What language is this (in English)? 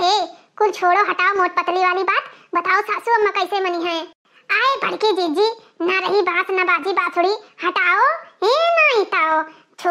Awadhi